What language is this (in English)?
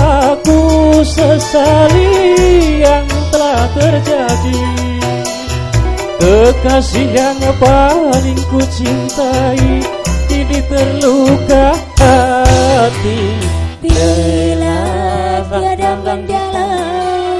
Indonesian